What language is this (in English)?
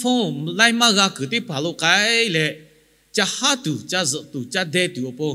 Lahu